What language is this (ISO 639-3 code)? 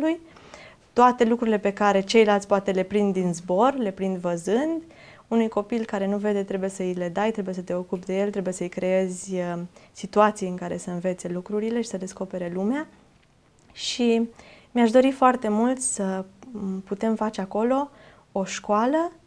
ron